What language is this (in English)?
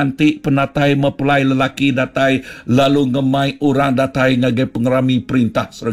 Iban